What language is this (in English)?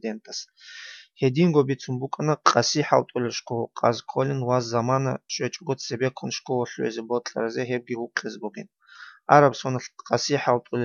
Avaric